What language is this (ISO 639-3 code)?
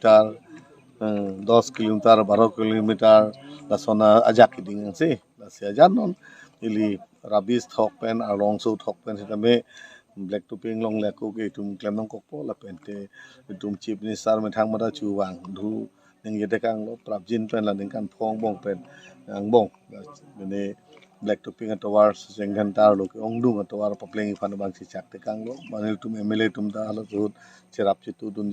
mjw